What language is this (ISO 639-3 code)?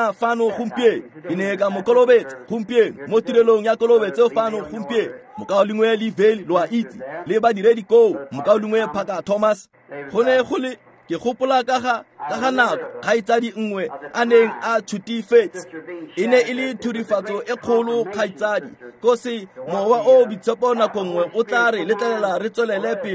tsn